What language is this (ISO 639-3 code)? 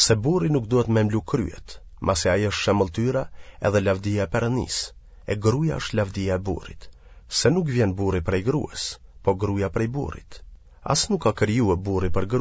sqi